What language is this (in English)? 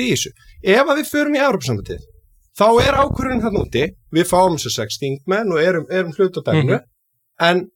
Icelandic